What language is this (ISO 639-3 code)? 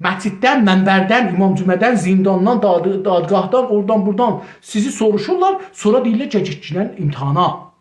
azb